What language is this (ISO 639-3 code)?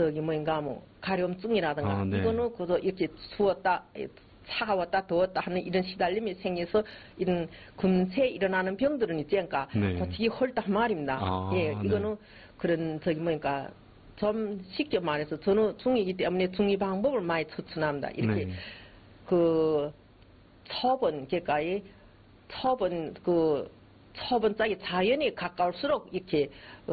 kor